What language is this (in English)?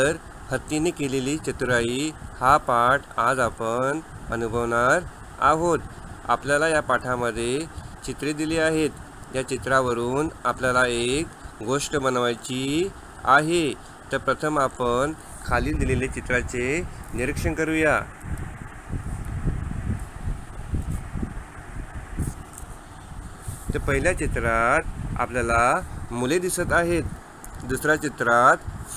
Marathi